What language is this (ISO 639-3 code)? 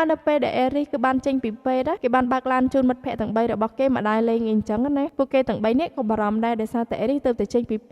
khm